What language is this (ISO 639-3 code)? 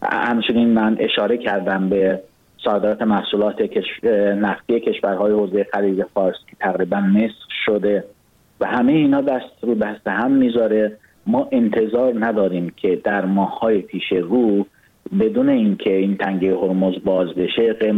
fas